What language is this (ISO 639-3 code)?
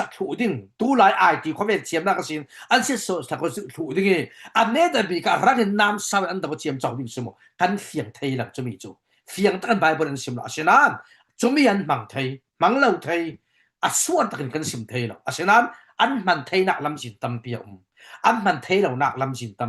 cfm